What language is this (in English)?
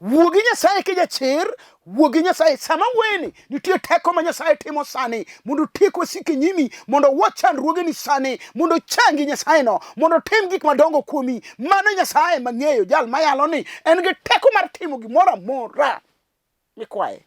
Luo (Kenya and Tanzania)